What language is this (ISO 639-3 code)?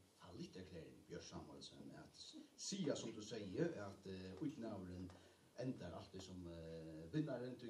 fao